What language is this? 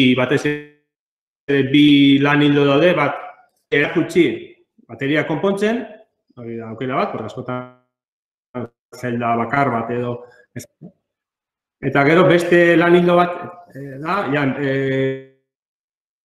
Basque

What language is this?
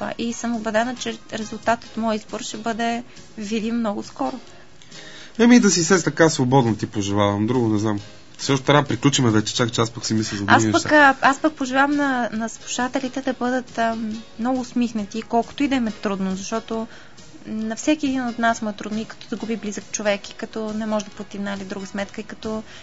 Bulgarian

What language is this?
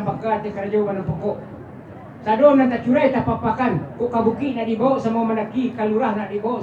Minangkabau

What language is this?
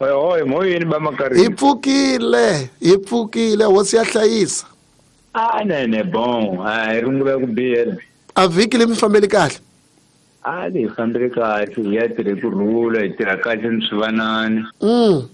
Tsonga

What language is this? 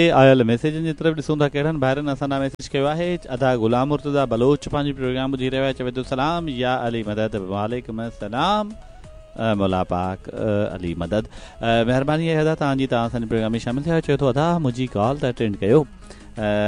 Sindhi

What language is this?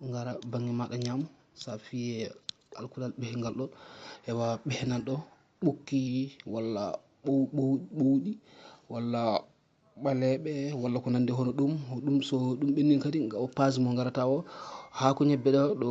Fula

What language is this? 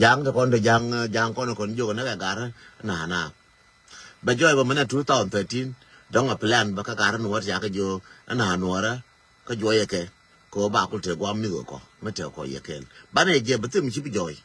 Nuer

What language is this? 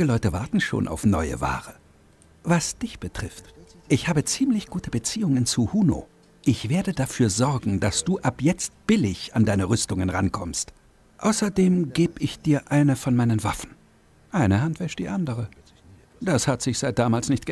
Bavarian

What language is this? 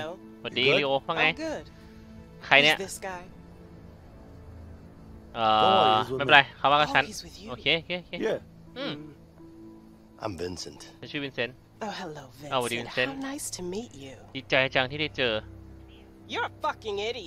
Thai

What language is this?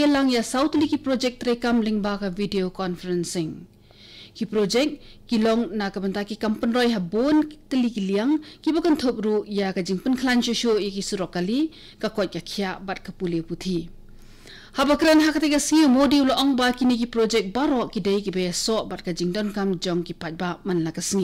Khasi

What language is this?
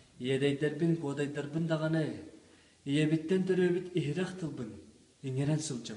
Yakut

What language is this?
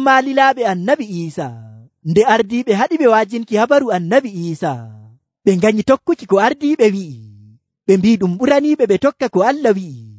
Nigerian Fulfulde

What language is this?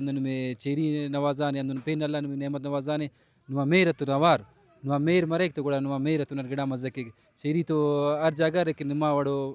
Brahui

